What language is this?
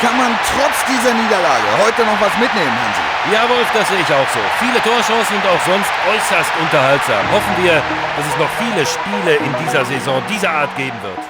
Bavarian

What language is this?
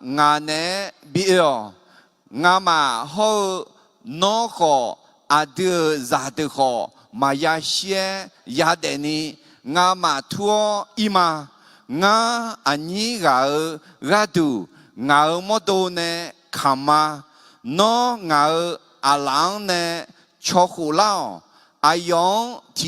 Akha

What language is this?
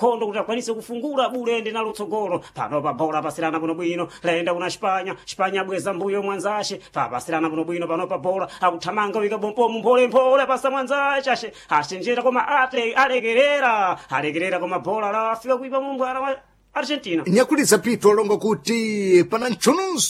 Sena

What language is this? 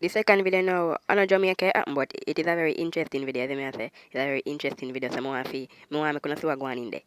Jamaican Creole English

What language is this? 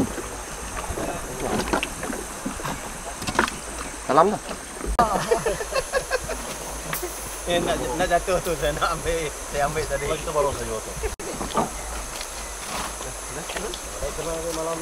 Malay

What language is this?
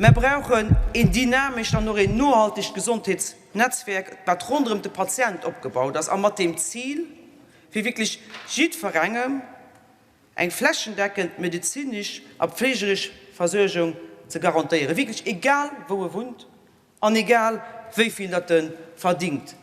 Luxembourgish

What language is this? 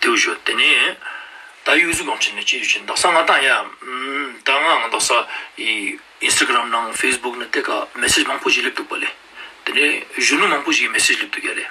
Ladakhi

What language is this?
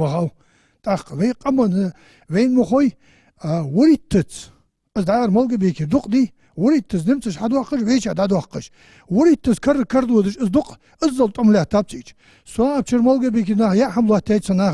Ingush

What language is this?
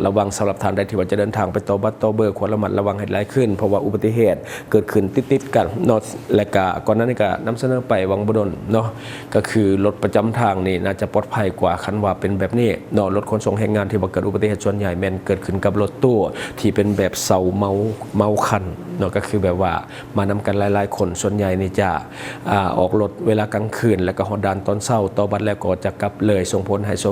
Lao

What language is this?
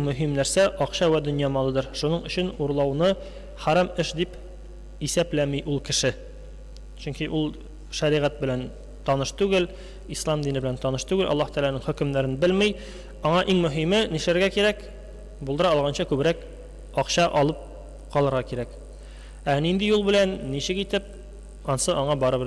Tatar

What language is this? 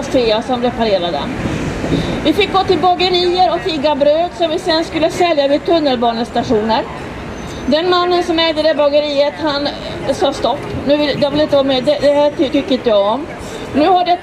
Swedish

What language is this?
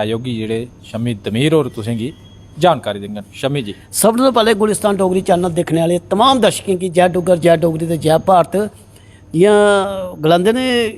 Dogri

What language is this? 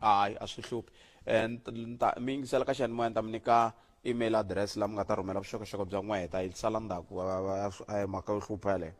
Tsonga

